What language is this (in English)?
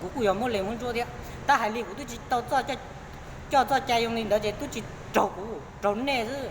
Hmong